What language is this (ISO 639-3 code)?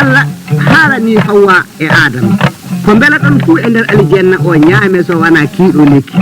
ful